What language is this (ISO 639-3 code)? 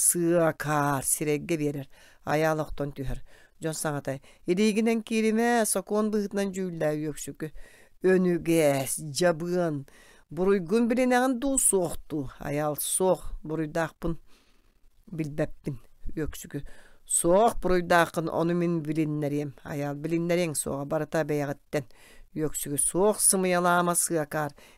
sah